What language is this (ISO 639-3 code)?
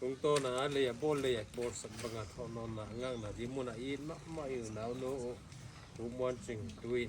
pck